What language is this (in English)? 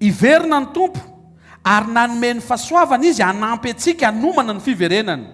Malagasy